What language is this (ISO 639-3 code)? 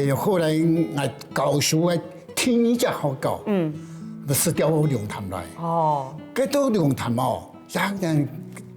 hak